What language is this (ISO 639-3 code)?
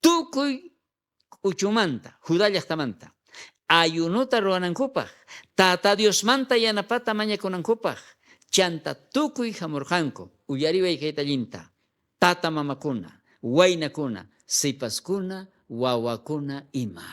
quh